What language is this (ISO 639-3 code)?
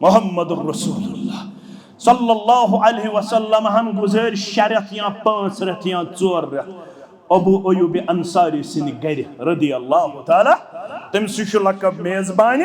kas